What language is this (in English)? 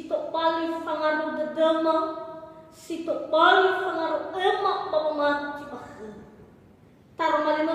Nias